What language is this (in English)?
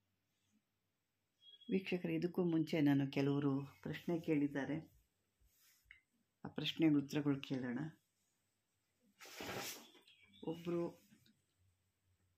Kannada